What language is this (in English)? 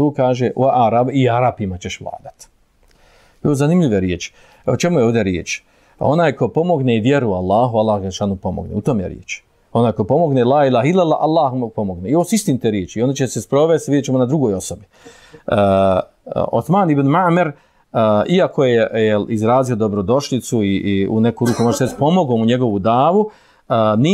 Bosnian